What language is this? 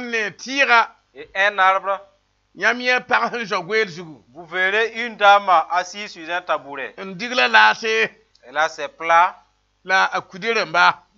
Mossi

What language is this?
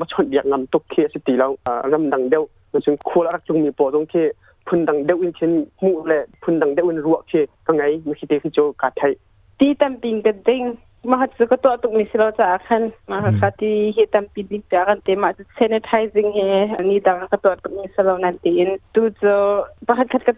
Hakha Chin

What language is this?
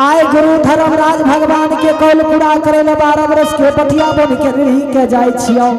Angika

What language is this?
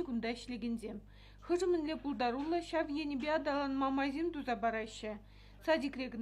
Chuvash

